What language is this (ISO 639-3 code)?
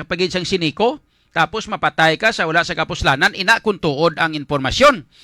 hil